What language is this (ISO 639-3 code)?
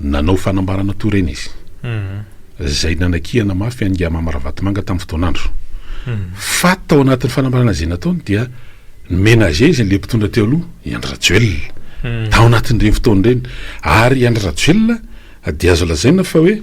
mlg